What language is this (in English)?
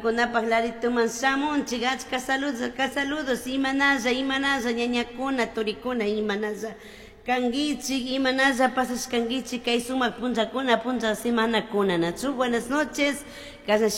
Chimborazo Highland Quichua